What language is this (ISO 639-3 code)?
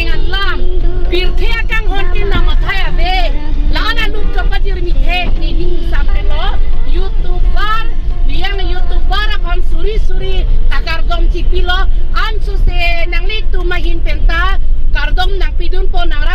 mjw